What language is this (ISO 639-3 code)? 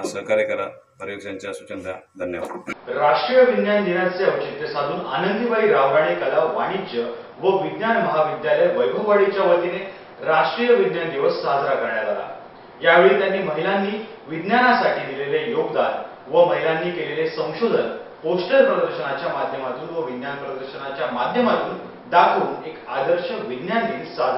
mar